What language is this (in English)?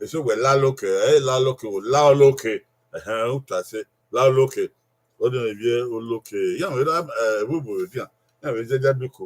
Bini